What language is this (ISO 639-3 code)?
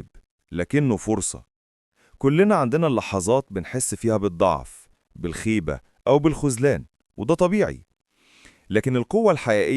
arz